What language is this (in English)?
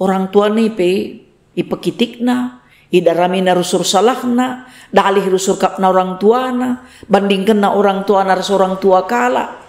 Batak Karo